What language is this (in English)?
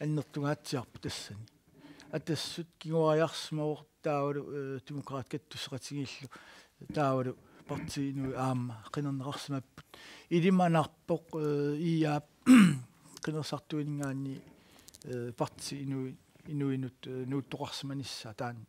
Kalaallisut